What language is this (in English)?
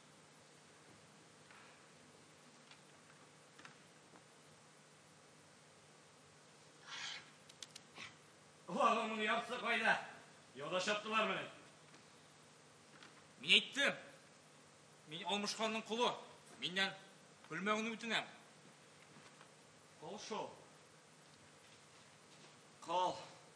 Tatar